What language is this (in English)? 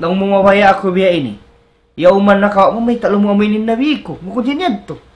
Tausug